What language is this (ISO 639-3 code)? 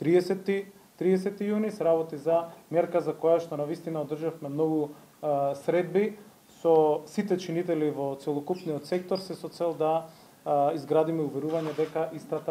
mkd